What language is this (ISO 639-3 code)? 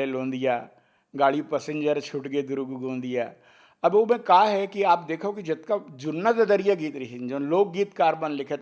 hne